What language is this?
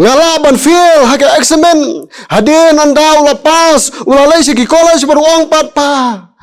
Khasi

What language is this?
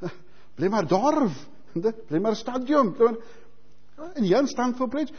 Welsh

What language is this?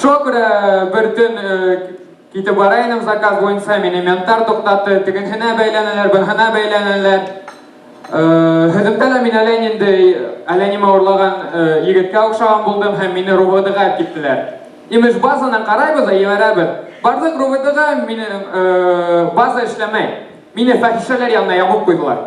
Bashkir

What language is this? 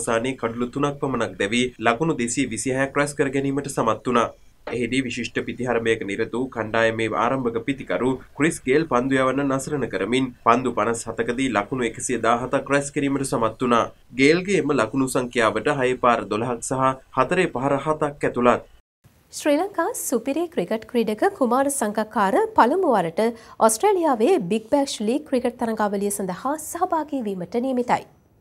Sinhala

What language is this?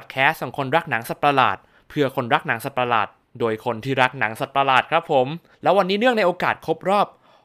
Thai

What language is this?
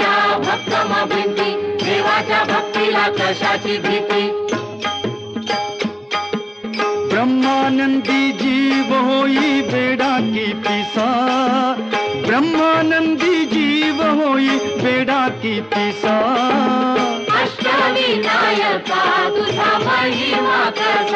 Marathi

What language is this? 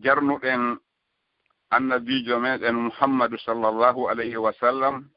Fula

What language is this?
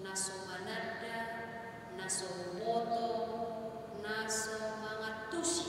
Batak Toba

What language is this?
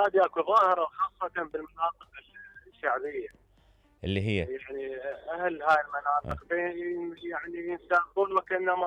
Mesopotamian Arabic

